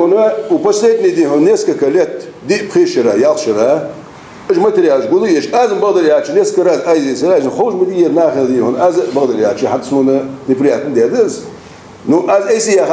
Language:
Ingush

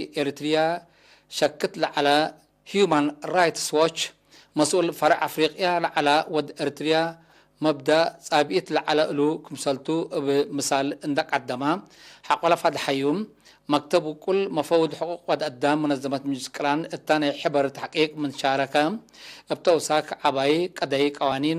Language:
Tigre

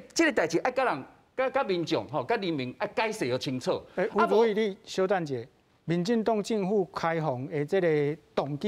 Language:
Min Nan Chinese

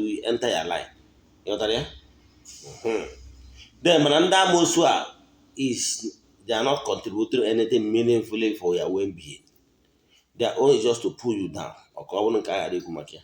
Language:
Igbo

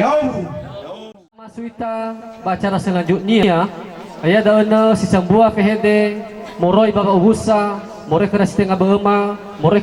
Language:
Nias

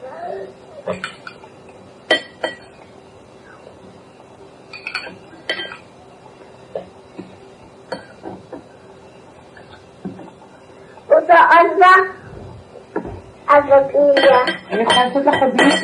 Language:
Hebrew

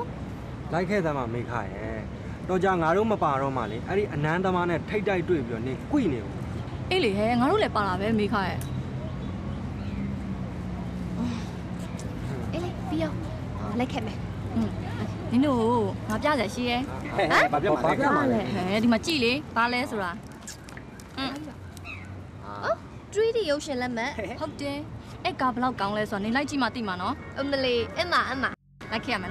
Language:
Burmese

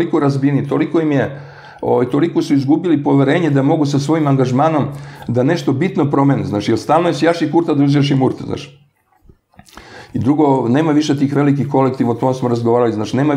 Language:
Serbian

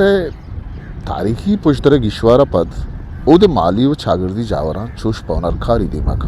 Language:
Eastern Balochi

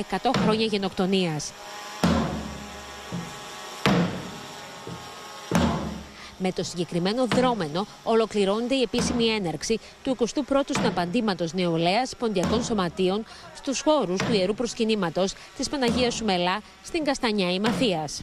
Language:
Greek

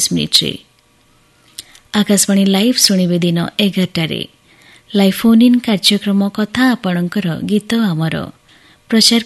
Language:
Odia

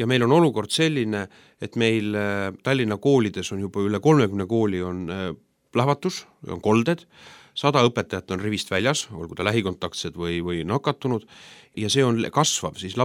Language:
Estonian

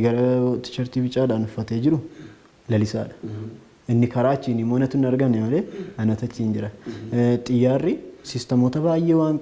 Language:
Oromo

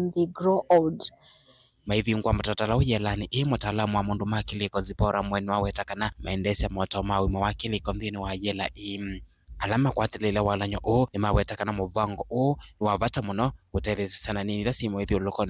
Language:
Kamba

